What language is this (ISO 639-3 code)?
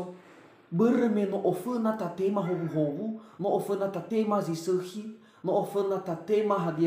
nia